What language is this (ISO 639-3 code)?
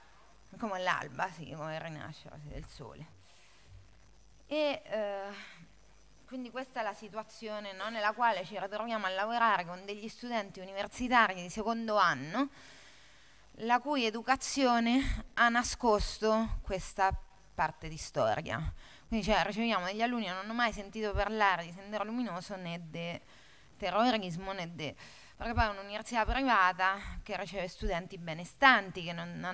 ita